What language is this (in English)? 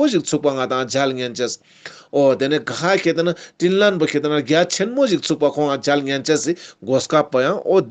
Ladakhi